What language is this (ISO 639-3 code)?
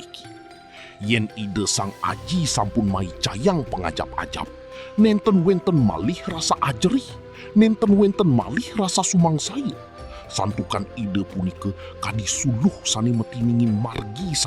ban